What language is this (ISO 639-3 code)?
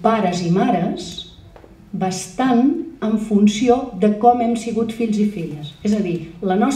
cat